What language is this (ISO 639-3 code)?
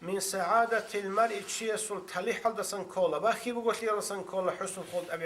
ava